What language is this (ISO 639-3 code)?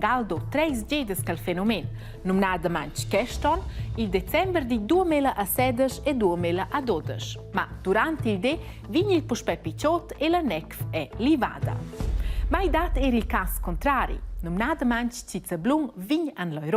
roh